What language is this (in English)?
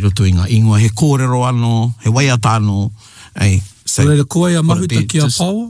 Māori